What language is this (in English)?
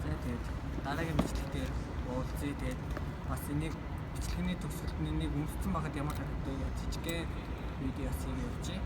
Mongolian